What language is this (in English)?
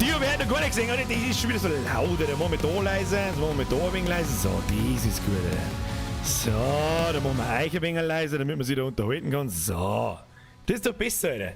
Bavarian